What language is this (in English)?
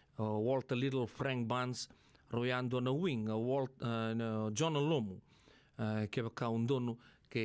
Fijian